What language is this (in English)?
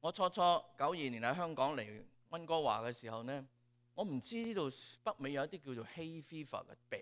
Cantonese